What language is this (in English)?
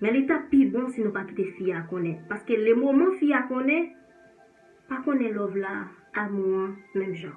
Haitian Creole